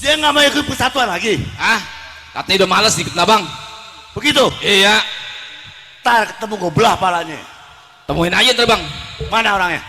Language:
Betawi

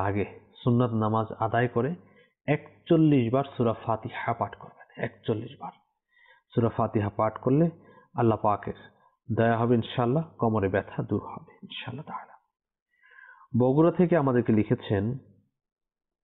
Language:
Bangla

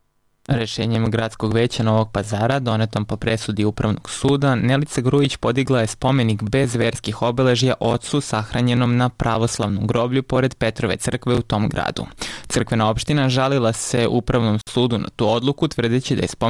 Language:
Serbian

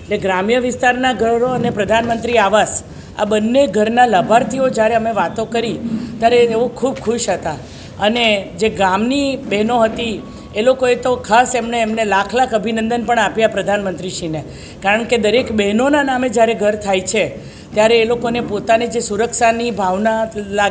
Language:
Gujarati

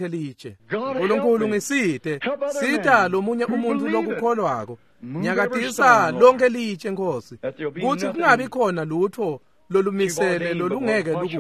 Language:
Swati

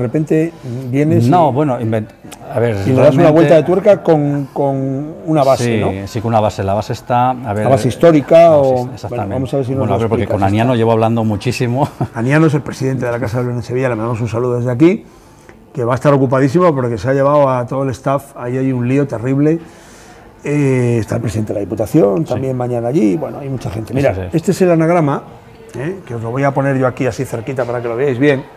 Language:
Spanish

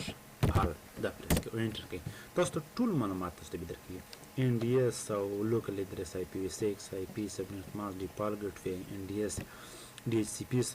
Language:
Pashto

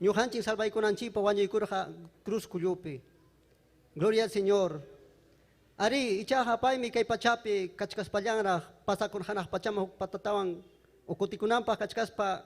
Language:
Ayacucho Quechua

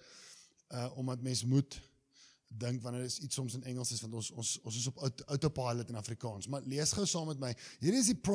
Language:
Afrikaans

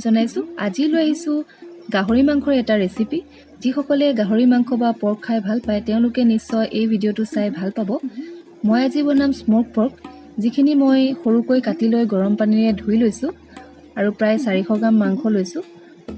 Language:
Assamese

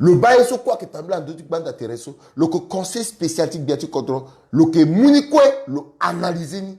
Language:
Sango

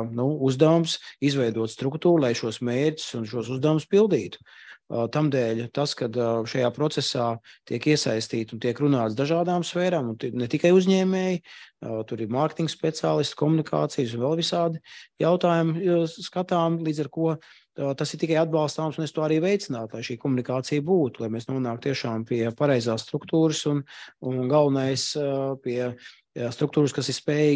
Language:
Latvian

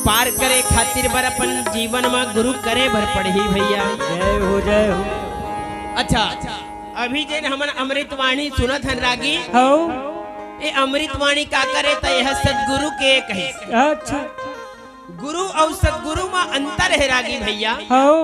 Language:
Chhattisgarhi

